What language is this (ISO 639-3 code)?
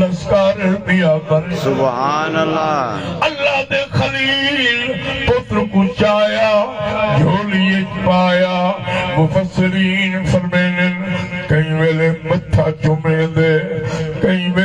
skr